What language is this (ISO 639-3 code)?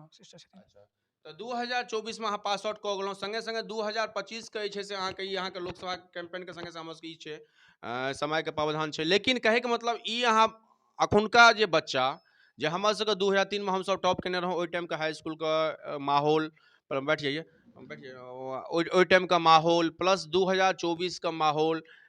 mai